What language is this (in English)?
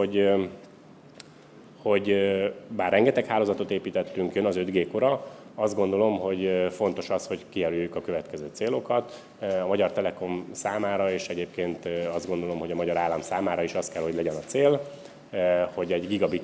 Hungarian